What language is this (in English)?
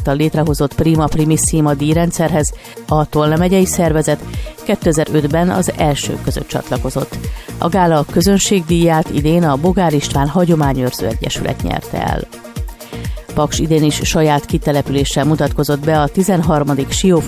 Hungarian